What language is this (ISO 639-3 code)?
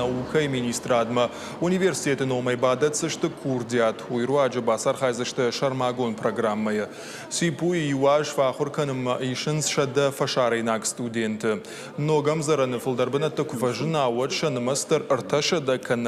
oss